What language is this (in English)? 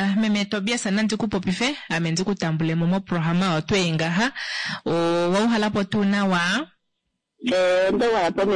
Kuanyama